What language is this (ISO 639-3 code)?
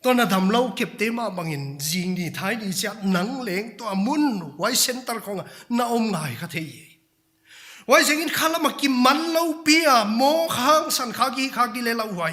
pck